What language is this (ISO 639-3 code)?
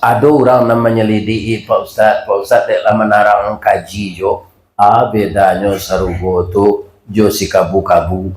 min